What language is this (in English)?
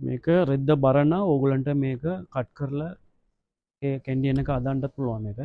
Sinhala